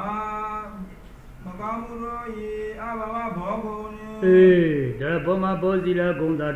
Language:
Burmese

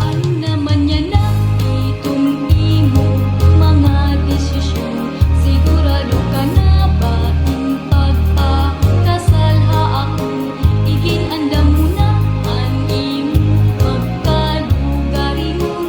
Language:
Waray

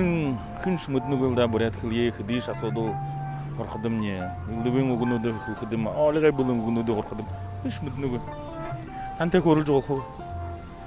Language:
Buriat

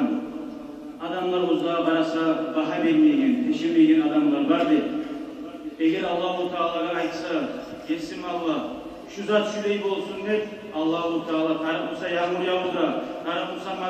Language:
Kumyk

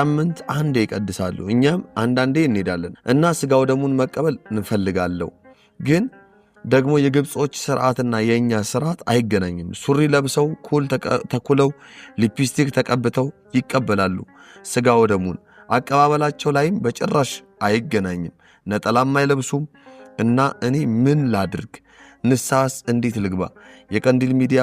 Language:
Amharic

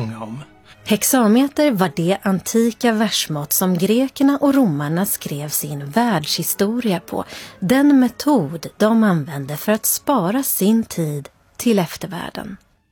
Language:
Swedish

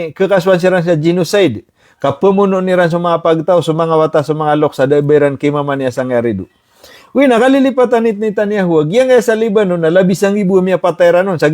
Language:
Maranao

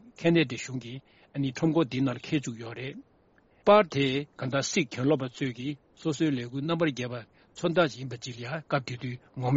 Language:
Tibetan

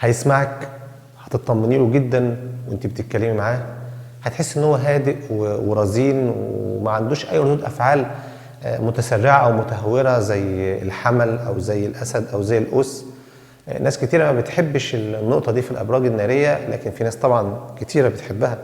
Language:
Egyptian Arabic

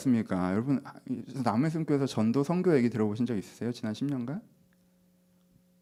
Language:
Korean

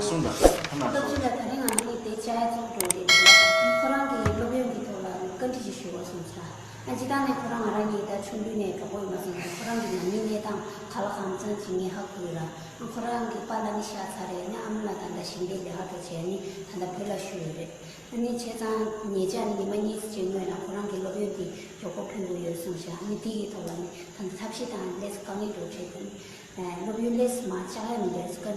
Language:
Tibetan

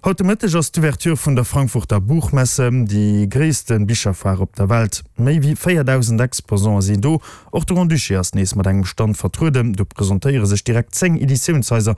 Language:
Luxembourgish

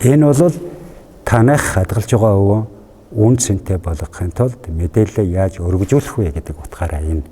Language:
Mongolian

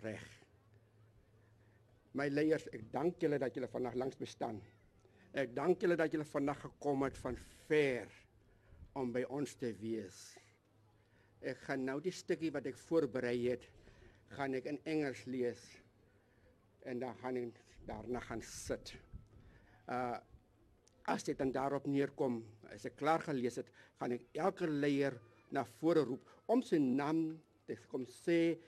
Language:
Afrikaans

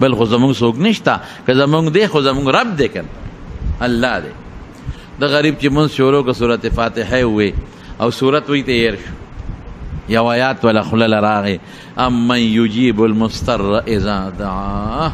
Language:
Pashto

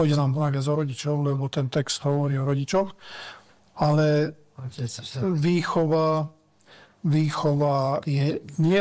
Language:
Slovak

